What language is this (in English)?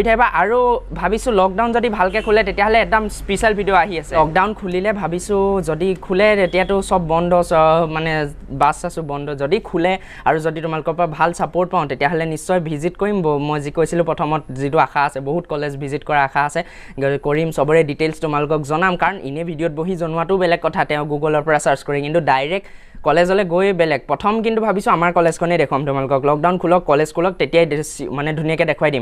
Assamese